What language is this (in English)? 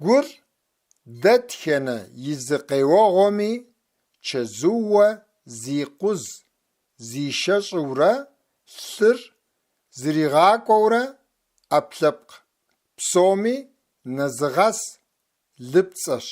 Kabardian